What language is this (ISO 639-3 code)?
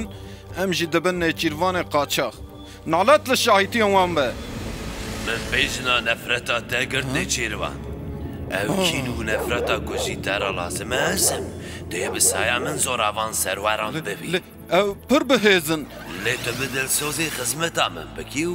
kur